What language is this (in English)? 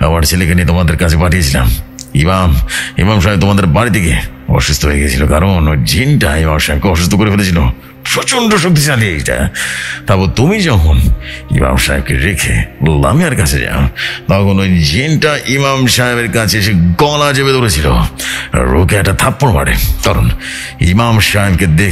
Bangla